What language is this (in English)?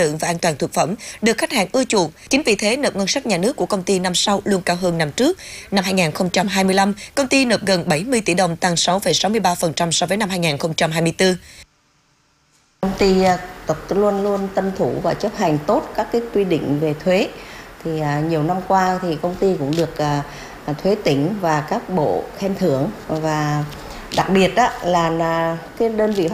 Vietnamese